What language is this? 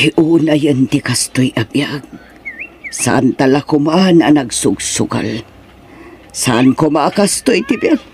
Iloko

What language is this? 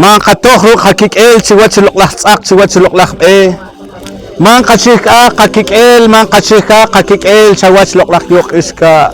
Poqomchi'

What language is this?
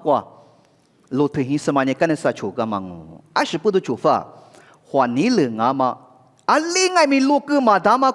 Lisu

